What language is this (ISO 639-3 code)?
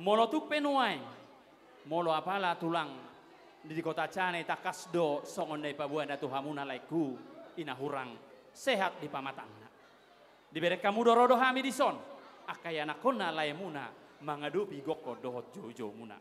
bbc